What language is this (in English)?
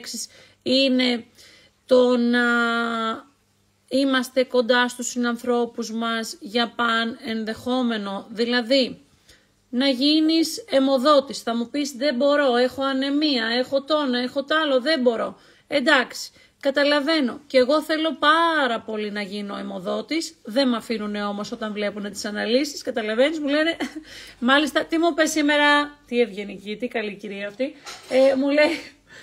Greek